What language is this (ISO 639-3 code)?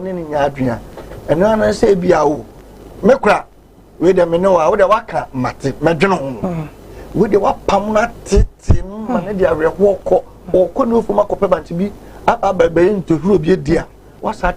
aka